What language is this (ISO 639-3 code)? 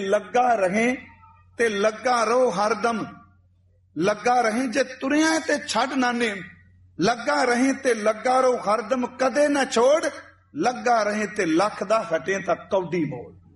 pan